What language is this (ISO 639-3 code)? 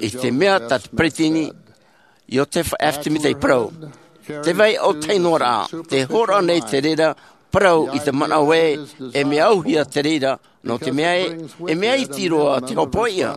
tah